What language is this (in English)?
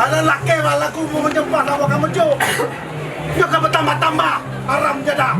Achinese